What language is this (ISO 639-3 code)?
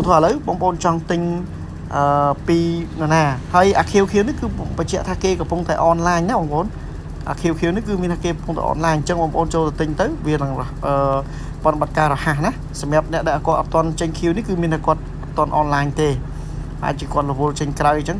khm